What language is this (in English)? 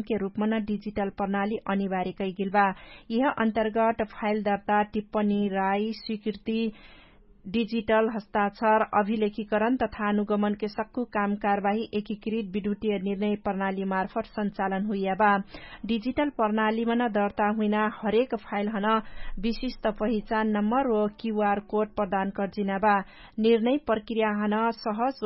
Dangaura Tharu